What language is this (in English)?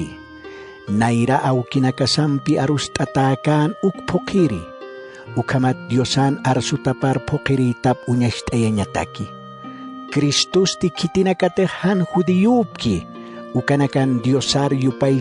Aymara